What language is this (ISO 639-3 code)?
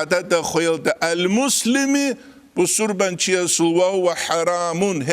ava